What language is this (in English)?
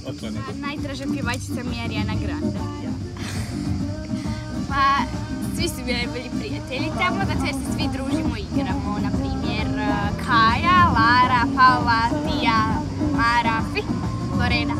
Croatian